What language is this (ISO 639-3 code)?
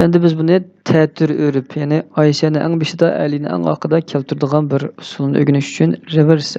uig